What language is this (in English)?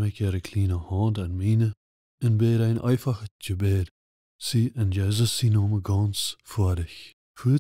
Plautdietsch